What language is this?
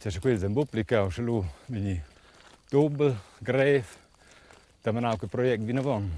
Romansh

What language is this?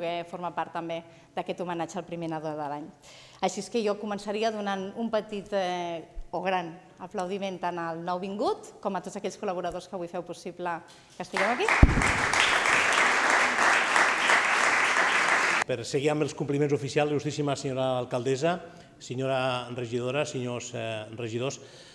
Catalan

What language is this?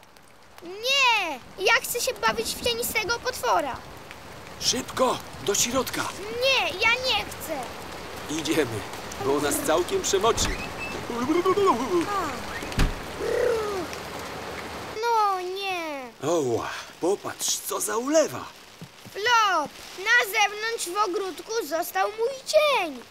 Polish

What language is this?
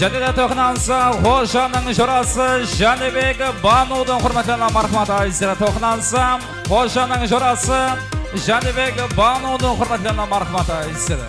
Kara-Kalpak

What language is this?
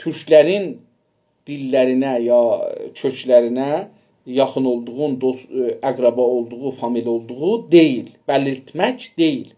South Azerbaijani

